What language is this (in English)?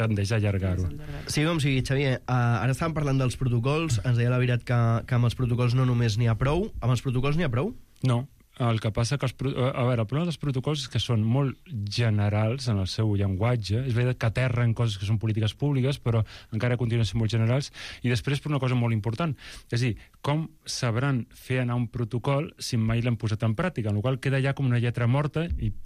Catalan